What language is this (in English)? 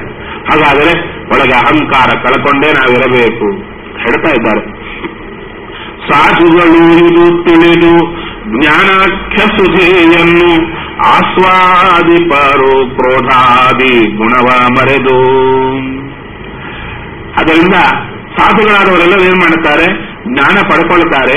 Kannada